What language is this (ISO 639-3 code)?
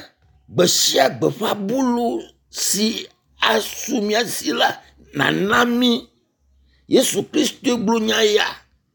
ewe